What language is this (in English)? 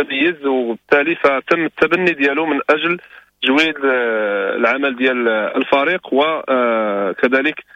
Moroccan Arabic